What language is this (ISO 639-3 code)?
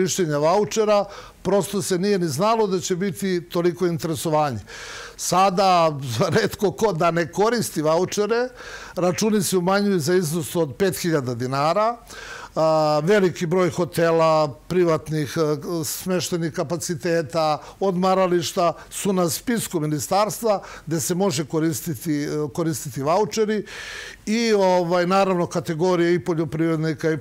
srp